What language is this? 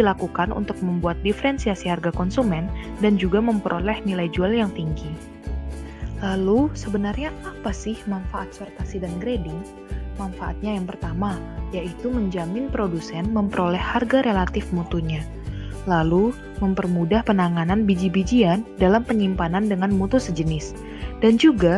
Indonesian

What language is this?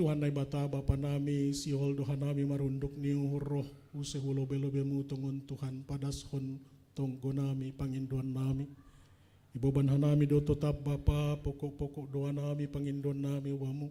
Batak Simalungun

